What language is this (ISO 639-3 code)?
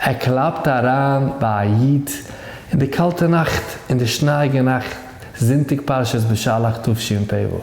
yid